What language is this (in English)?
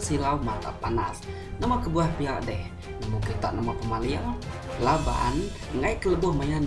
Iban